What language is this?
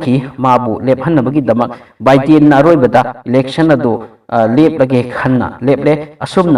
Manipuri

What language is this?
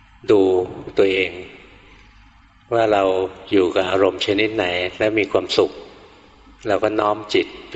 Thai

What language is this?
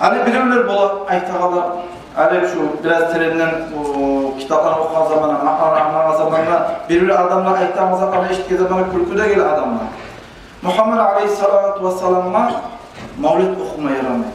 Kumyk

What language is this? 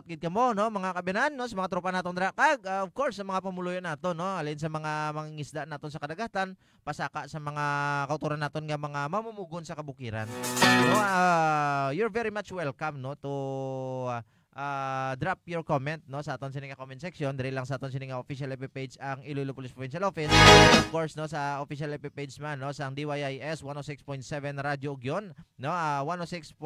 Hiligaynon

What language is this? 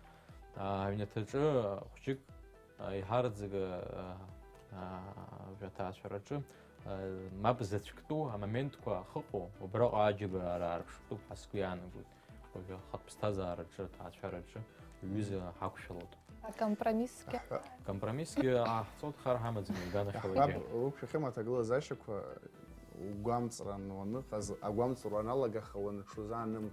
Abkhazian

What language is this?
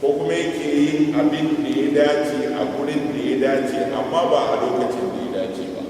Hausa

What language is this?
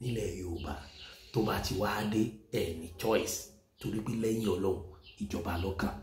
Yoruba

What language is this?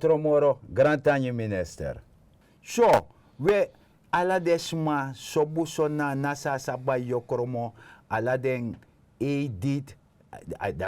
Sranan Tongo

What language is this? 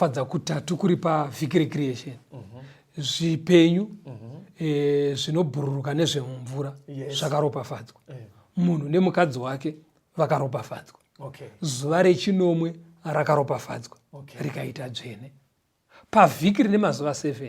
Shona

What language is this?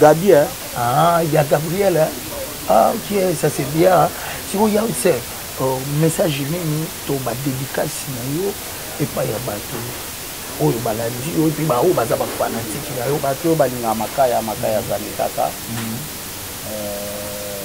Lingala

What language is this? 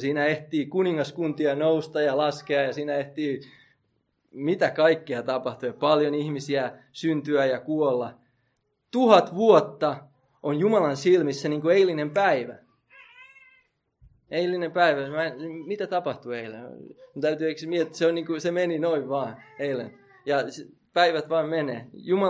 Finnish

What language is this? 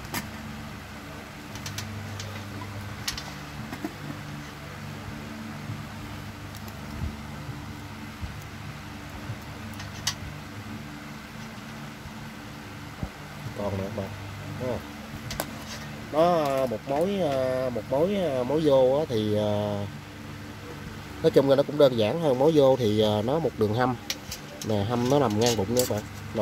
Vietnamese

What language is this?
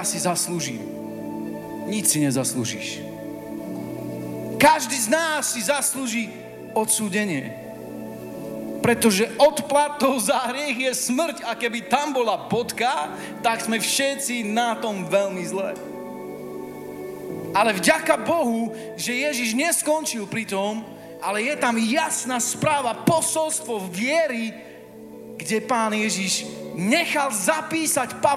Slovak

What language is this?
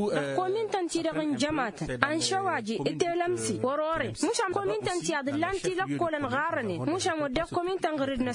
Tamasheq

